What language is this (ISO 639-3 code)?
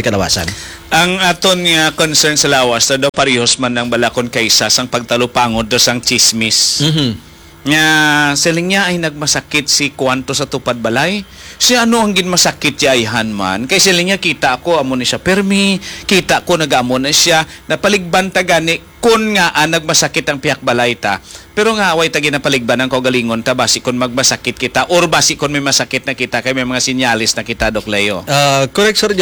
hil